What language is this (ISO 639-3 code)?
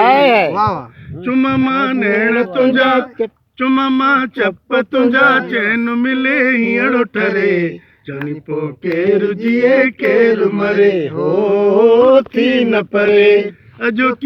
snd